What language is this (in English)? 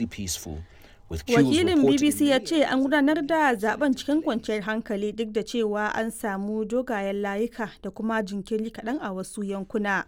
Hausa